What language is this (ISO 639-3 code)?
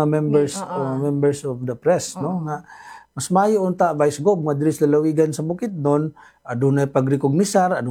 ceb